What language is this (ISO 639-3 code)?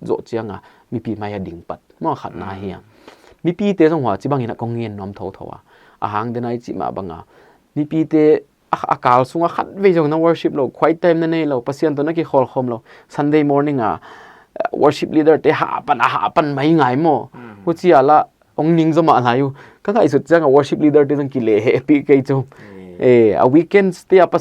pck